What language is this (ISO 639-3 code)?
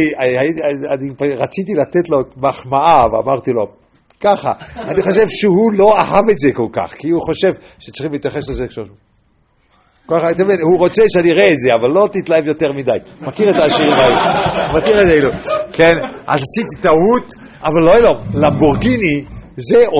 heb